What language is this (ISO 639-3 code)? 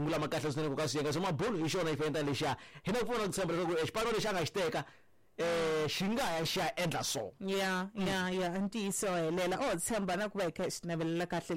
tso